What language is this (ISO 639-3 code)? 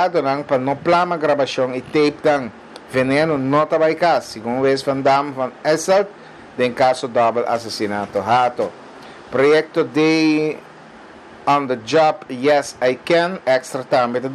pap